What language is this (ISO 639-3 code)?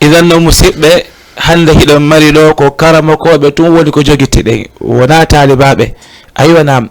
ful